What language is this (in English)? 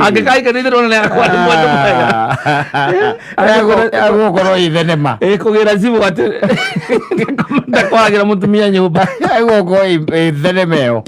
Kikuyu